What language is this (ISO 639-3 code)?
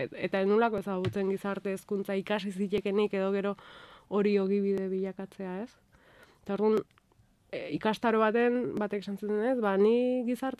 eus